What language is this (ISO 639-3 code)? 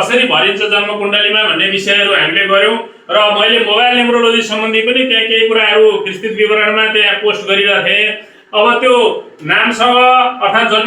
nep